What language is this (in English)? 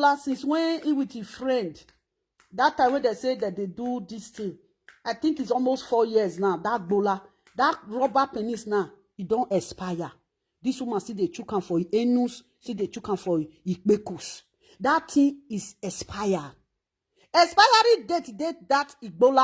Nigerian Pidgin